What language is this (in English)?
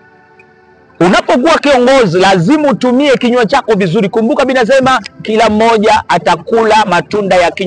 Swahili